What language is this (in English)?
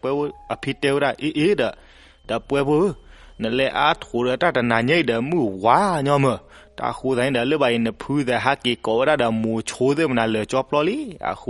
S'gaw Karen